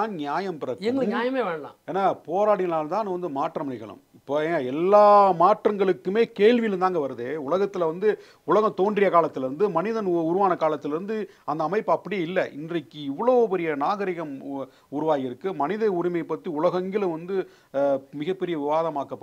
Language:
Tamil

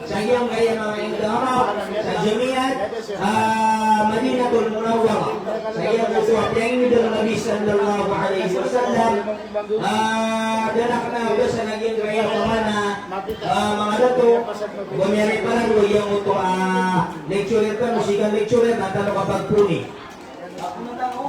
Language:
Maranao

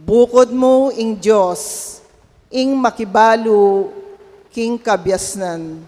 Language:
Pampanga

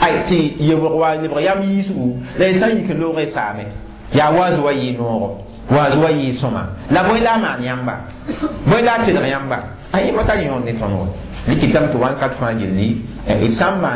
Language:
Mossi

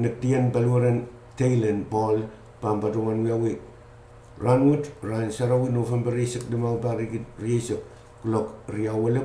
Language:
Pohnpeian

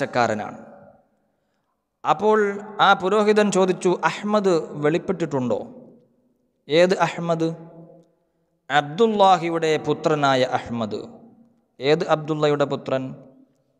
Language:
Malayalam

